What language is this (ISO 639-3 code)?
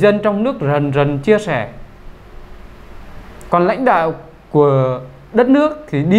vie